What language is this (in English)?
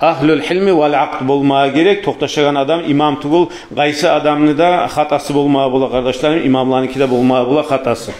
Kumyk